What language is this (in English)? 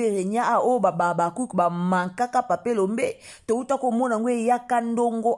Lingala